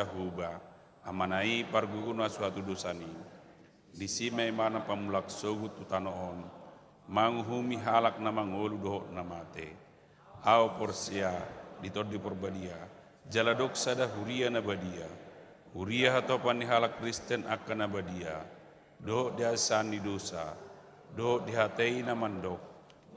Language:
Batak Toba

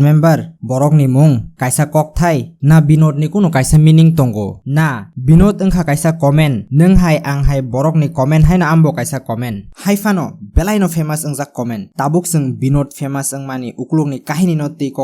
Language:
Kok Borok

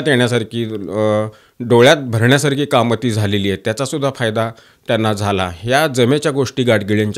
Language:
Marathi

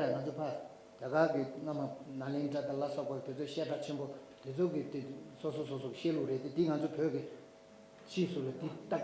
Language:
Tibetan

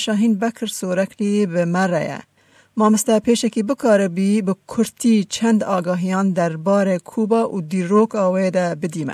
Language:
Kurdish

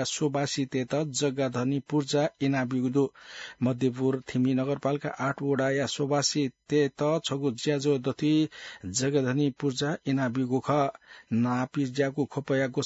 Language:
Newari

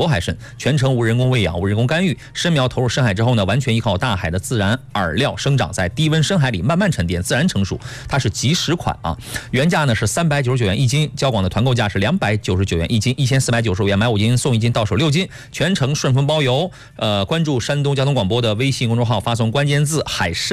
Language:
Chinese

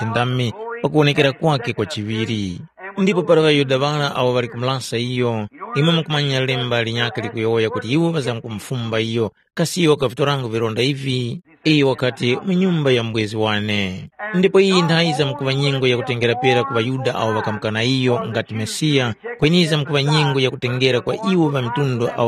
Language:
Tumbuka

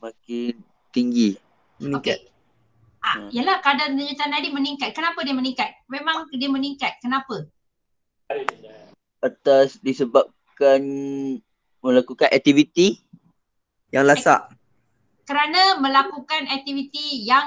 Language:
Malay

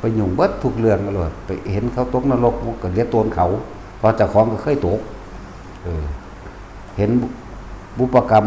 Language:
Northeastern Thai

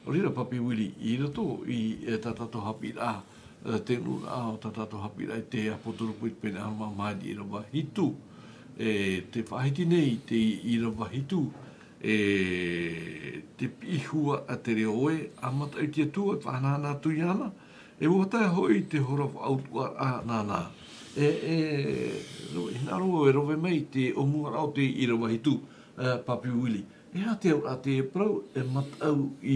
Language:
Tahitian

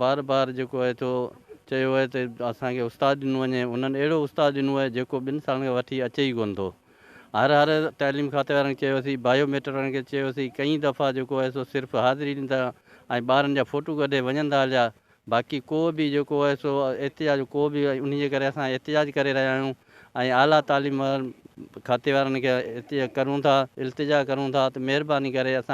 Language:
Sindhi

